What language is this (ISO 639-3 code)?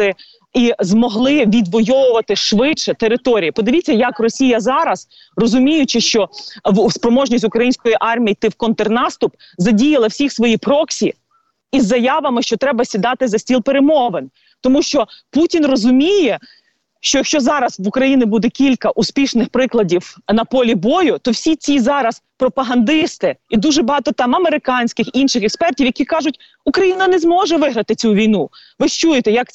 ukr